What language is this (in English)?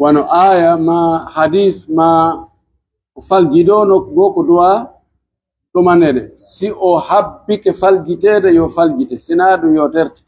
Pular